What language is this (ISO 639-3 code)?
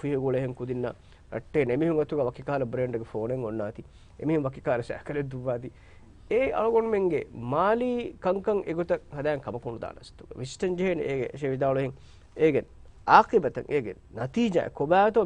div